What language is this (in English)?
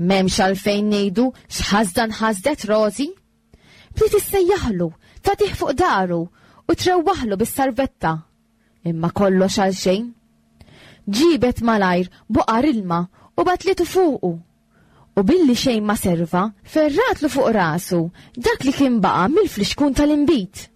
Maltese